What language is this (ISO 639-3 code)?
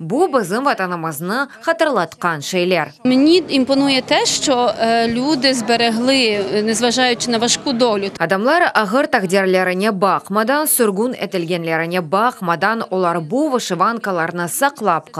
crh